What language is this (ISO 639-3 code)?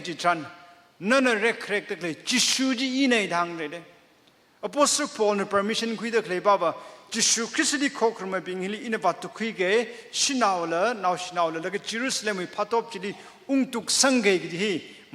nmf